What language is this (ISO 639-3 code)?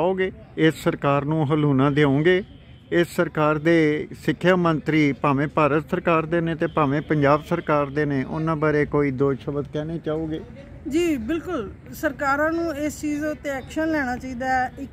pan